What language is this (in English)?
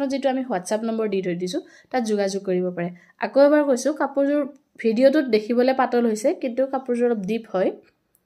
Assamese